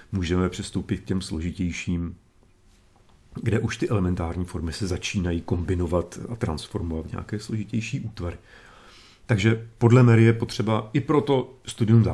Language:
Czech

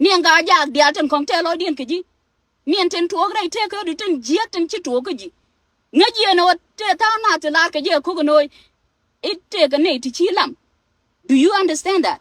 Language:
Nuer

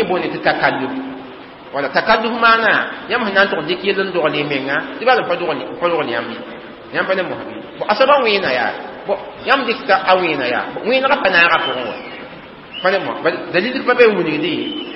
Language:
Mossi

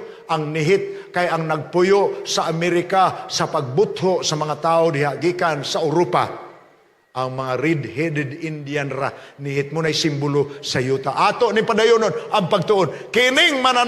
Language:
Cebuano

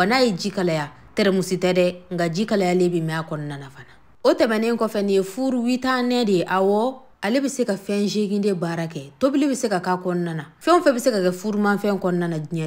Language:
Bambara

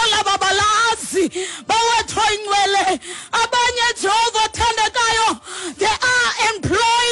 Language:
Xhosa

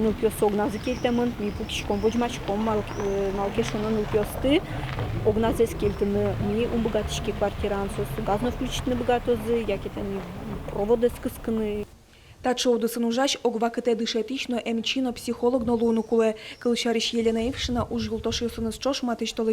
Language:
Udmurt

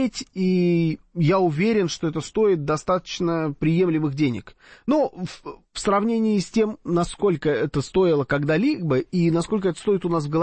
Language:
Russian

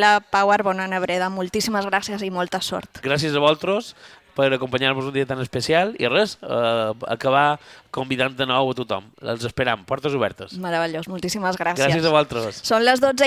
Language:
Catalan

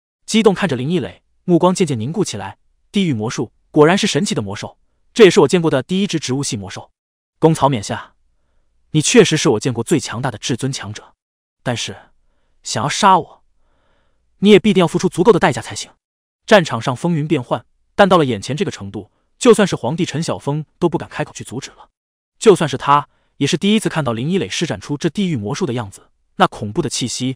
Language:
Chinese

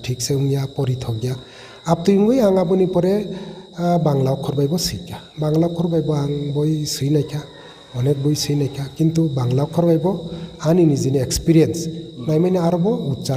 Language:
Kok Borok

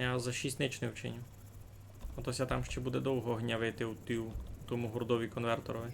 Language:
Rusyn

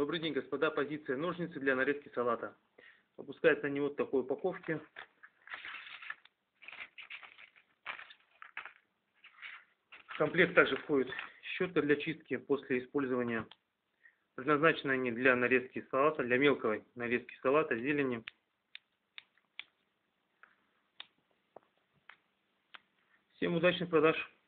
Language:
Russian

